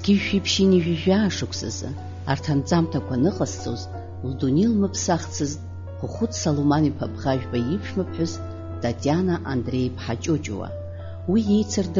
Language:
Abkhazian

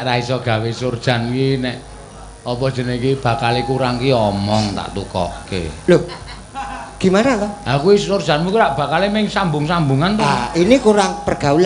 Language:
Javanese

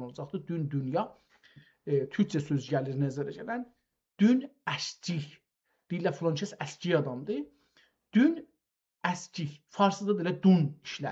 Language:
South Azerbaijani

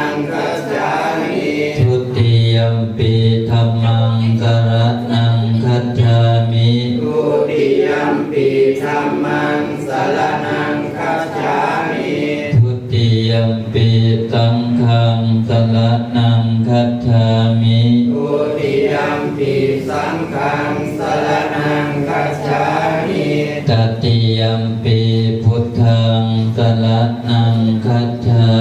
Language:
Pali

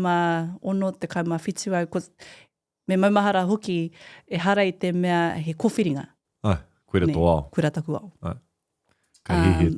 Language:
Māori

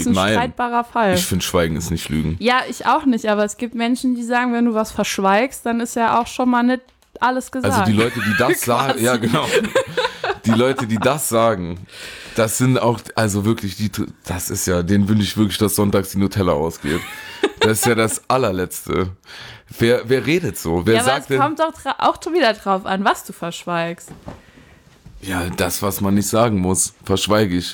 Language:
German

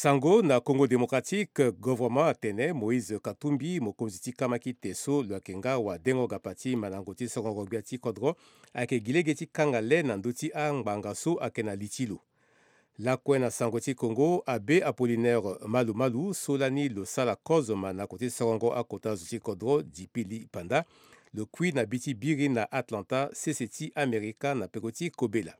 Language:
Sango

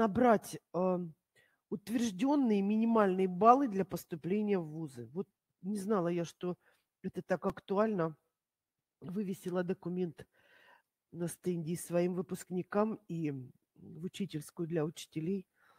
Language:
Russian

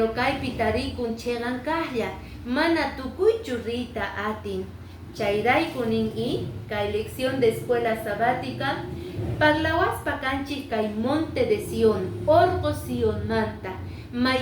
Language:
Quechua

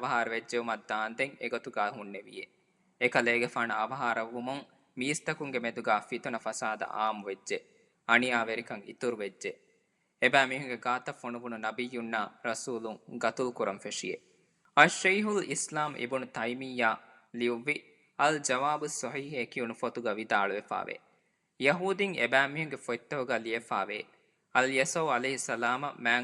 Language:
Divehi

